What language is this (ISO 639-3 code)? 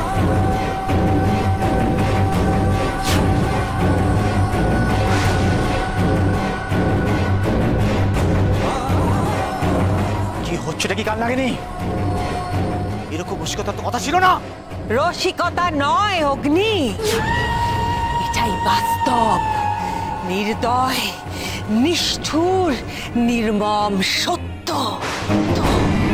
ben